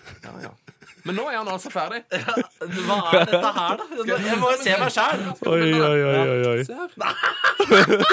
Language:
Norwegian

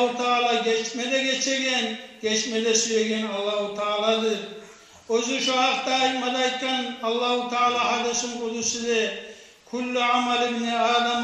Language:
Kumyk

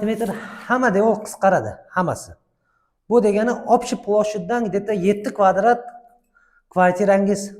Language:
Uzbek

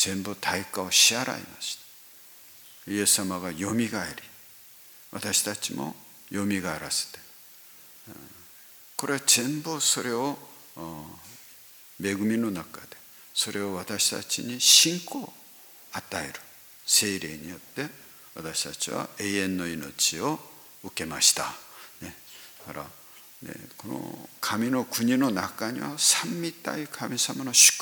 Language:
Japanese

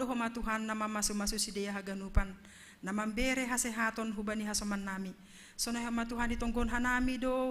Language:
Batak Simalungun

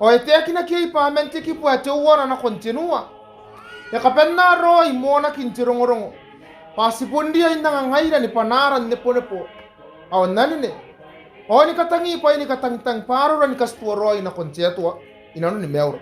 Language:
Gilbertese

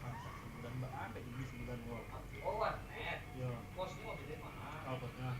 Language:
Minangkabau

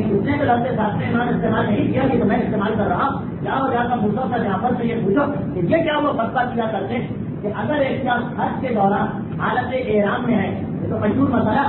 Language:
Urdu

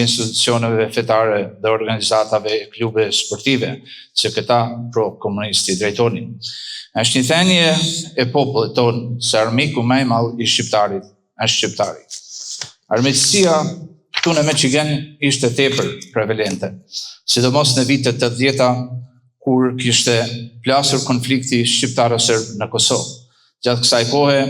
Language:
Albanian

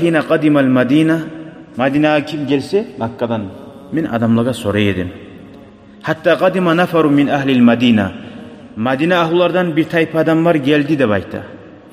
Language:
Kumyk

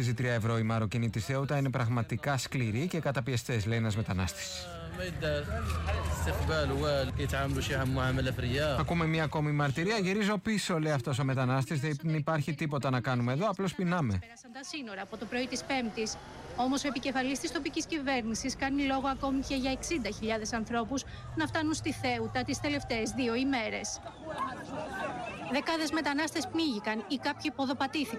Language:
Greek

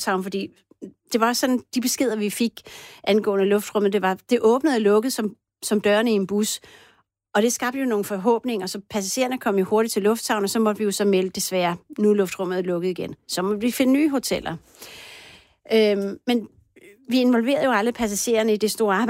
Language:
Danish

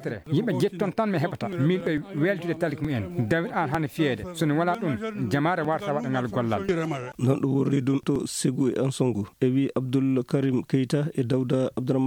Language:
Maasina Fulfulde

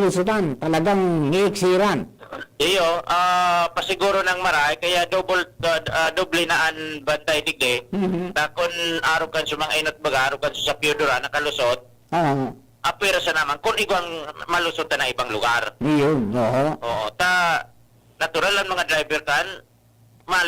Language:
Bikol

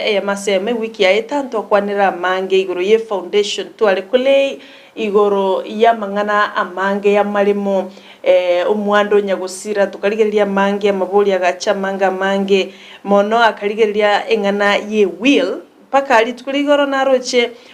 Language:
Gusii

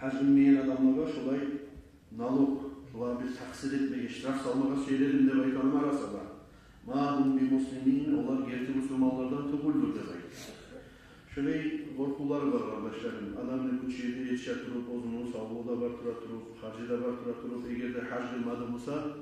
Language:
Kumyk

